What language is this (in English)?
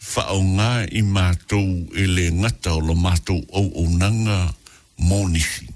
Samoan